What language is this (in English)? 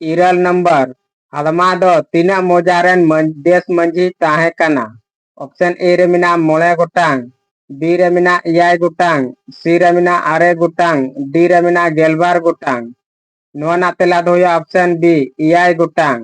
Santali